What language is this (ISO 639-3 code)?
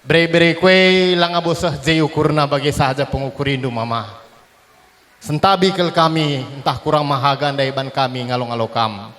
btx